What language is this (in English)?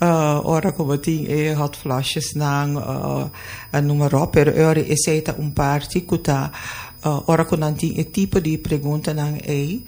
Papiamento